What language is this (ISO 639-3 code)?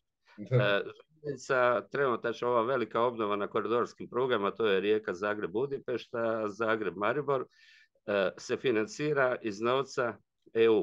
hrv